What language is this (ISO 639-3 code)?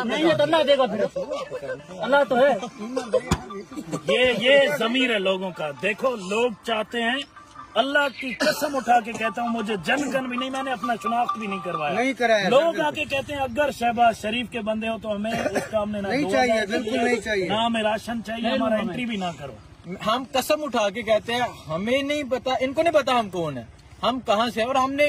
urd